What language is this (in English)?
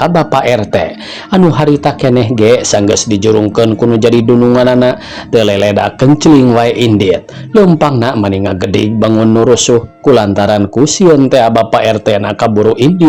Sundanese